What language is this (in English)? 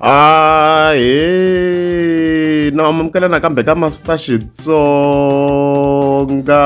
Tsonga